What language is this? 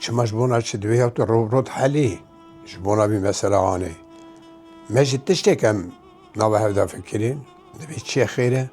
Kurdish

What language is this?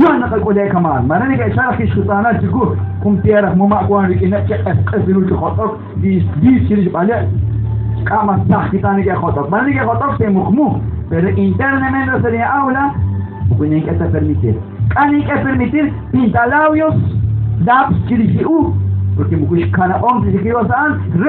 Kekchí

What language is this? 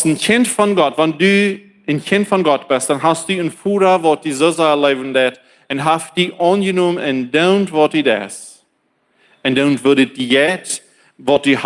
Plautdietsch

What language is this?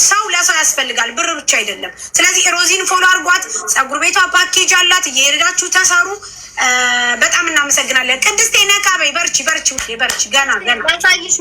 Amharic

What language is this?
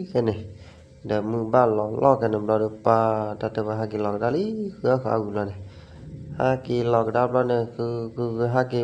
S'gaw Karen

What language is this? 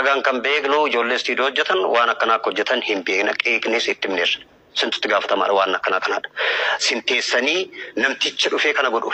Oromo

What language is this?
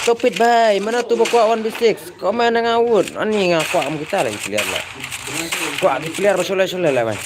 Khasi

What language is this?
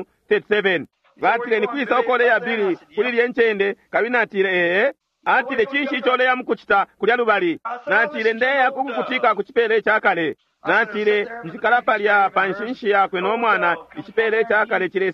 Bemba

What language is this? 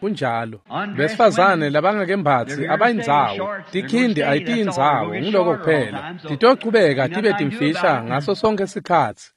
Swati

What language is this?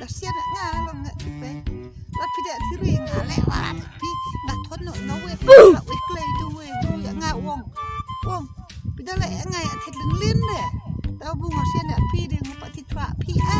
Khasi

